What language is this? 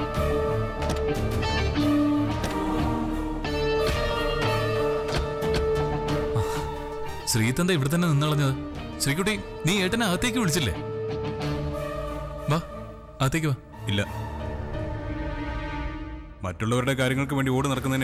Malayalam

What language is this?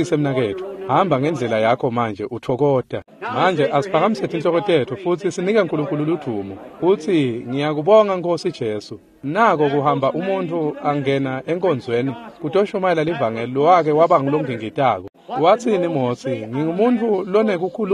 Swati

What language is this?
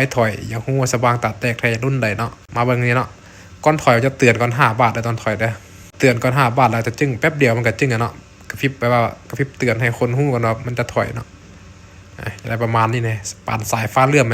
Lao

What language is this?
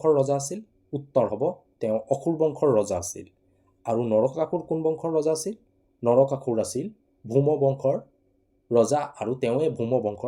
Assamese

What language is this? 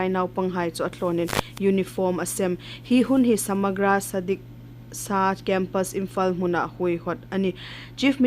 Hmar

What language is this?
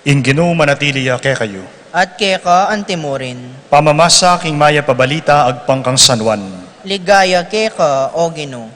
Pampanga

